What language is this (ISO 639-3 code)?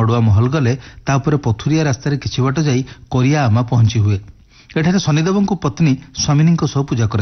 ori